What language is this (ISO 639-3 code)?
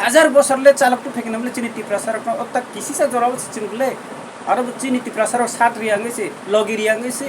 trp